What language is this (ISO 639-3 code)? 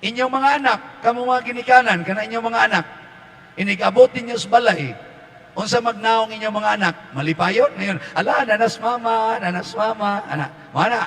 ceb